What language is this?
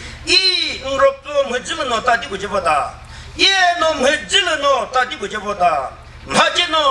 Chokri Naga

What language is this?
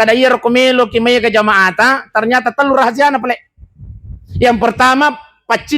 Buginese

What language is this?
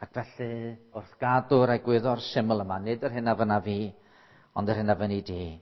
Welsh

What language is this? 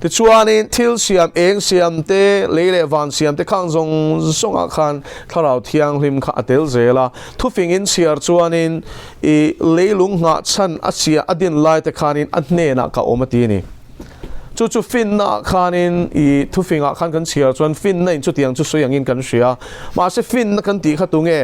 Mizo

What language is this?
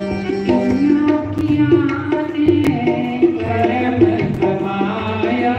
Dogri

